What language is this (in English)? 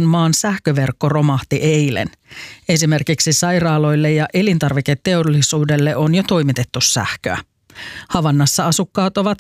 Finnish